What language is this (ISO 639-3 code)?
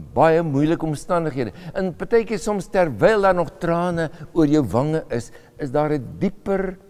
afr